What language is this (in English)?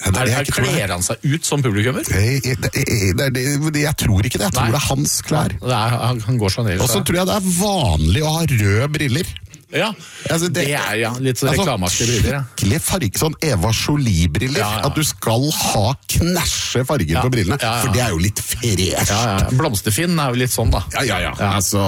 Norwegian